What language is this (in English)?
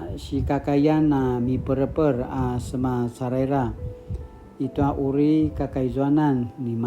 Paiwan